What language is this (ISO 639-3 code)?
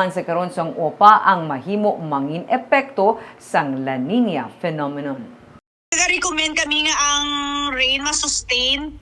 hil